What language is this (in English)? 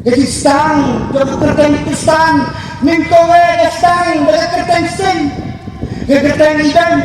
Khasi